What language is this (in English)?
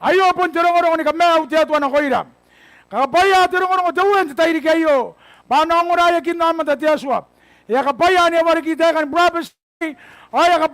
Gilbertese